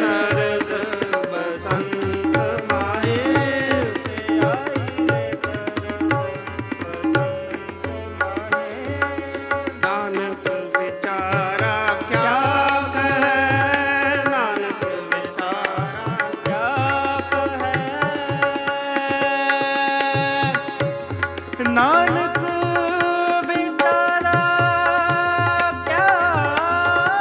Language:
Punjabi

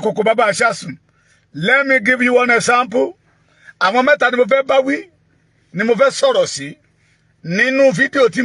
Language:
Yoruba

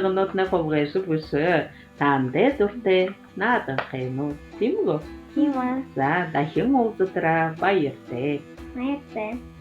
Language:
Buriat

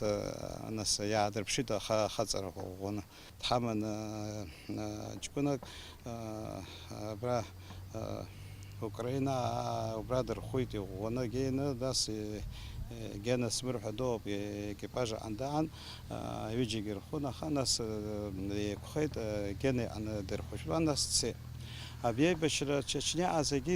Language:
Abkhazian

